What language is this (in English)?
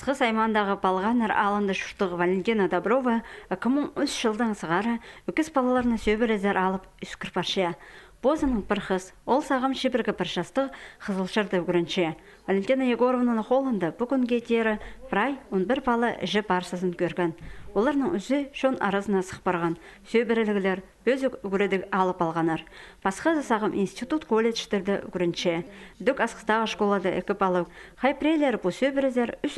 Khakas